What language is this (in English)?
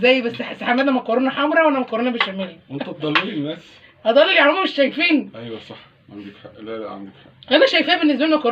Egyptian Arabic